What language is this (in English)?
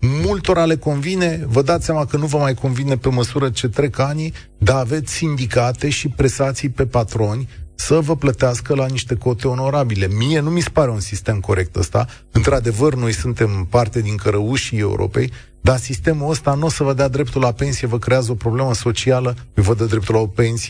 Romanian